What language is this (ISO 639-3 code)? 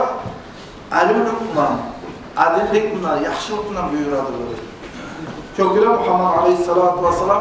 kum